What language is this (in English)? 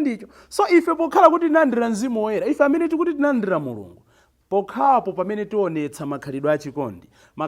Nyanja